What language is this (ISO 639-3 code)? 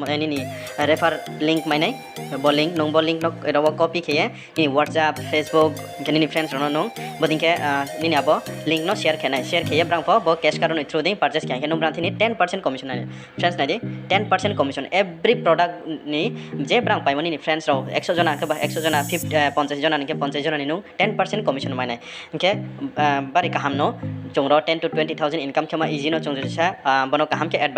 ria